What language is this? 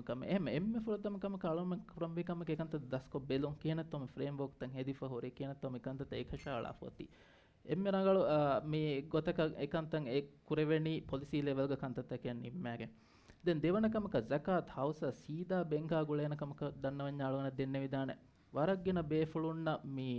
Divehi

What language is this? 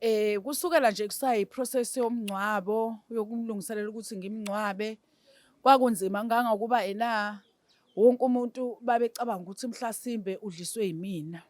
Zulu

